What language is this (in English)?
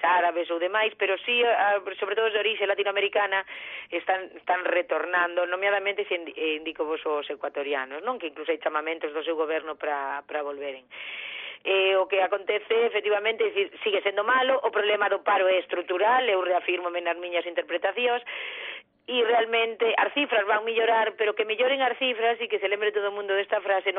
Galician